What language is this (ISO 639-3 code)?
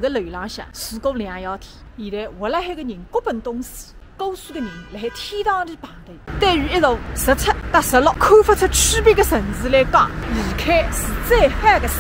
wuu